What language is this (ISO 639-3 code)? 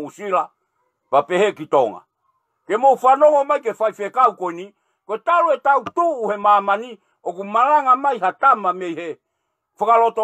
ton